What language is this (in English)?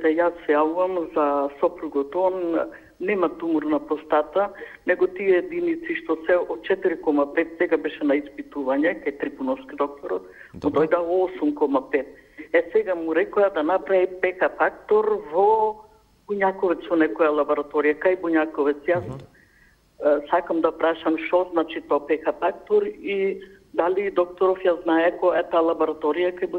Macedonian